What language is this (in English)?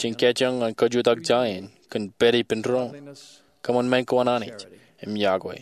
Marshallese